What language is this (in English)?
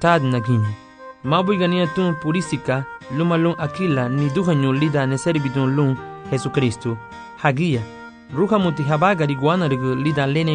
Garifuna